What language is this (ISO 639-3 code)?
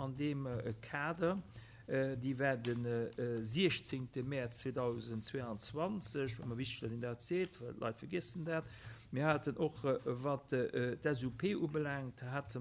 ltz